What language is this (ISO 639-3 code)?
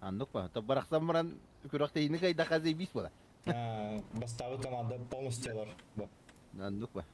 sah